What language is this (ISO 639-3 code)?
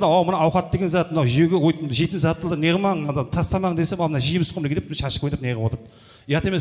kaz